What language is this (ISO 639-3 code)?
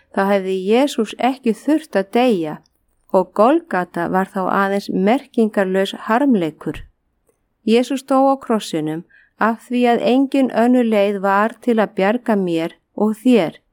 isl